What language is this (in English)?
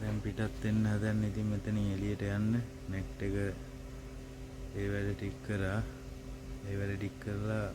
Sinhala